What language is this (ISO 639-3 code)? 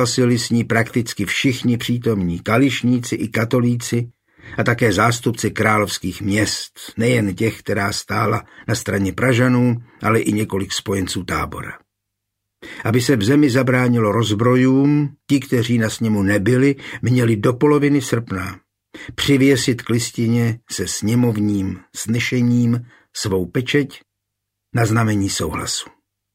ces